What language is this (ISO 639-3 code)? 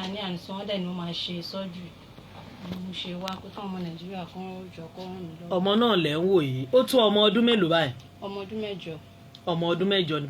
yor